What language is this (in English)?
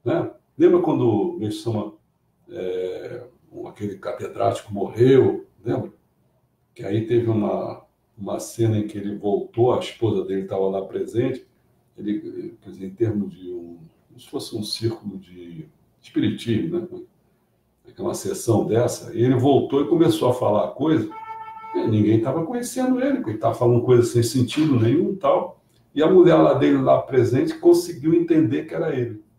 Portuguese